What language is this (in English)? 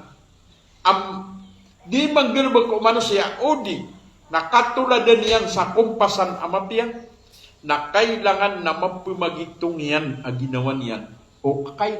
Maranao